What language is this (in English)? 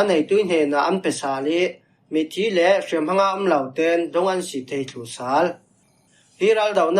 Falam Chin